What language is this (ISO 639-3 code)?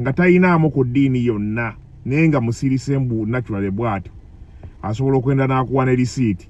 lug